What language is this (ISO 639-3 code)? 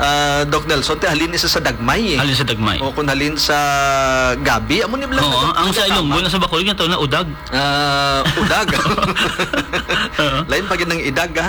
hil